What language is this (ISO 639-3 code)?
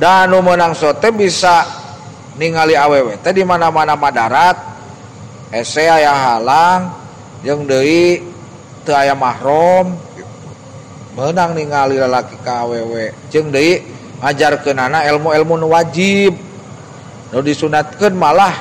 sun